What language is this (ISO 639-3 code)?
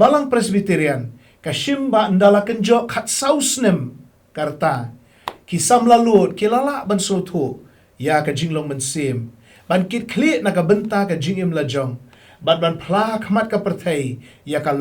kha